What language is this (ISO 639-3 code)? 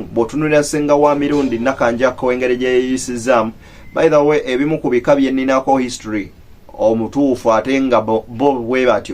lug